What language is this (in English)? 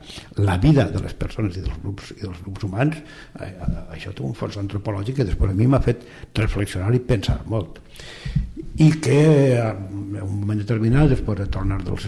Catalan